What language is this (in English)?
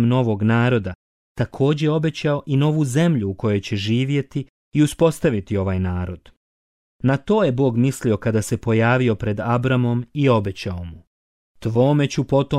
Croatian